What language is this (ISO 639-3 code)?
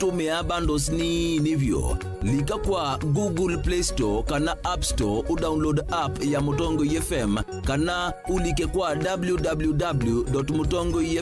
kam